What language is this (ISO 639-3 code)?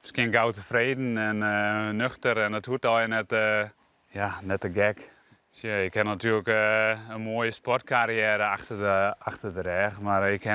fry